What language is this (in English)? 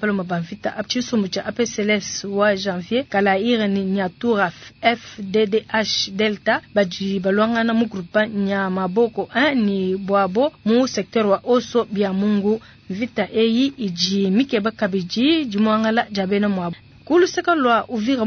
Luba-Lulua